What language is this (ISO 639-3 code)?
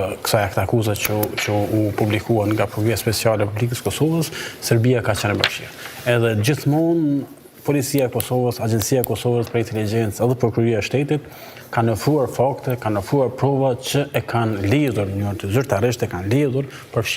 sqi